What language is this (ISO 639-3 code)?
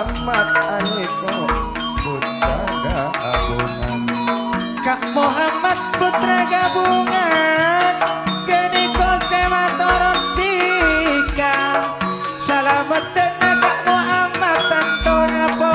mad